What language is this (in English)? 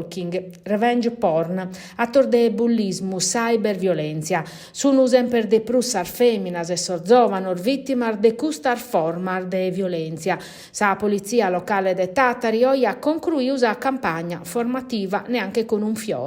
Sardinian